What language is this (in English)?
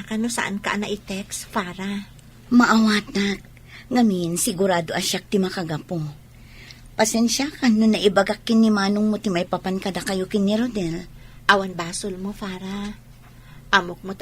Iloko